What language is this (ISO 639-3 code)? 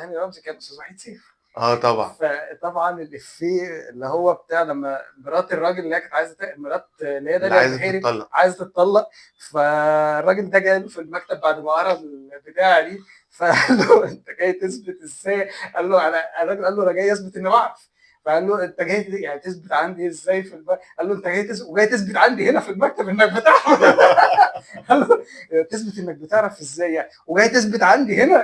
arz